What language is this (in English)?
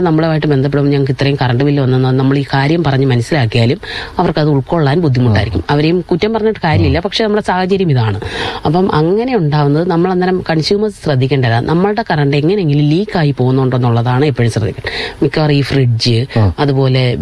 Malayalam